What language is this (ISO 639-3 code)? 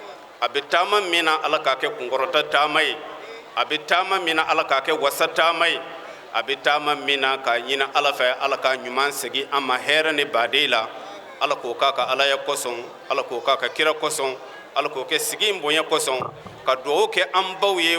bam